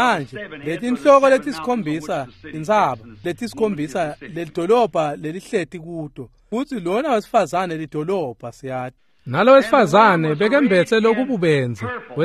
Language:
Swati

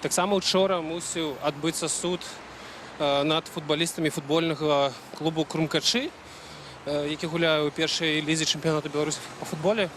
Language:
Belarusian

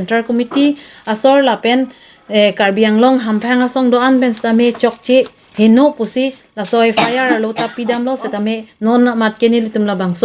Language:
Karbi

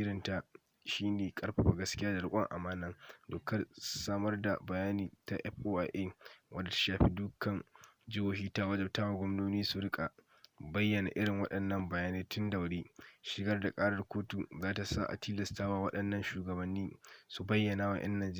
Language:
Hausa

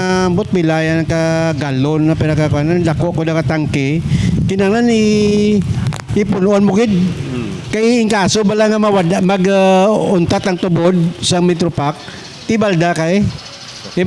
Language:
Hiligaynon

